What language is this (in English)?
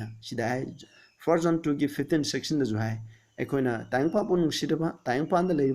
Manipuri